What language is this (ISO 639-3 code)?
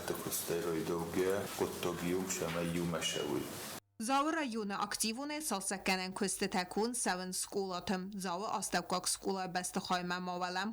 oss